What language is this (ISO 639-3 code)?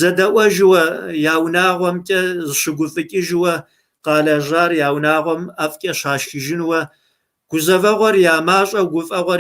kbd